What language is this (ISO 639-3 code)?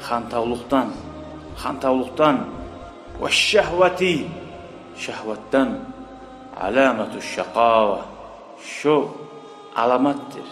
kum